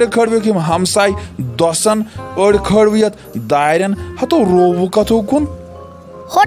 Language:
Kashmiri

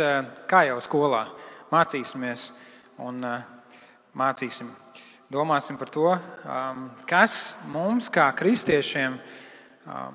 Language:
Latvian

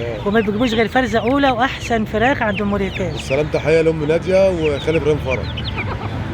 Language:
Egyptian Arabic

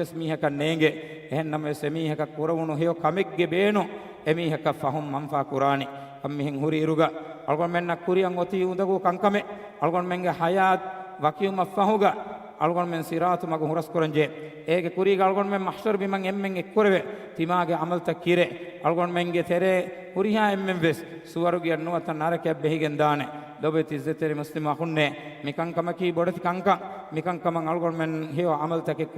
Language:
Divehi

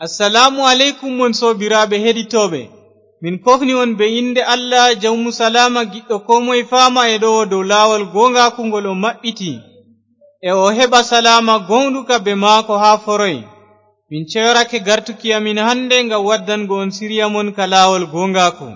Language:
Fula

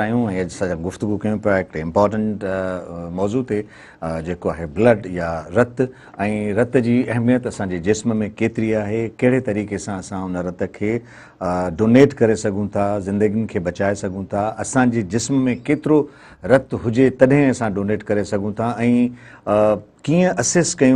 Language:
Sindhi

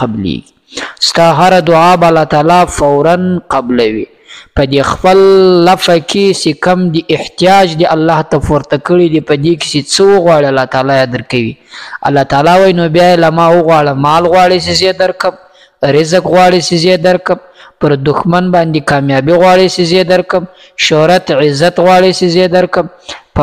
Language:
Pashto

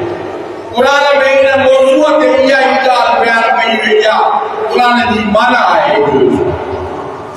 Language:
Sindhi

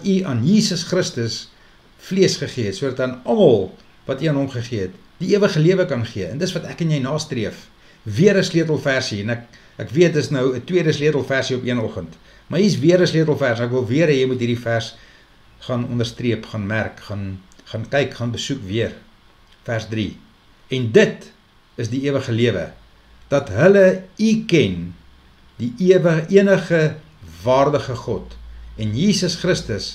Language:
Afrikaans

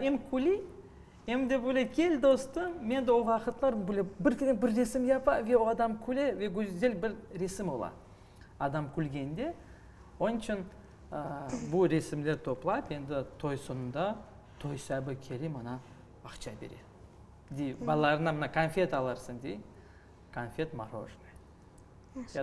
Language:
Crimean Tatar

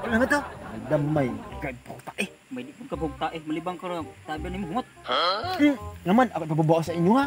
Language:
Cebuano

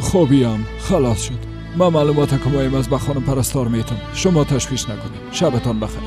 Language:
Persian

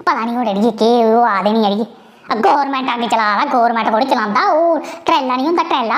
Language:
Dogri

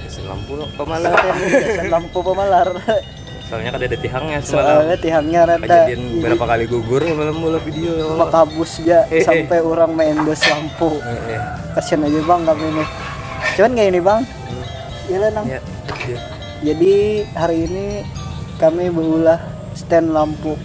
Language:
Banjar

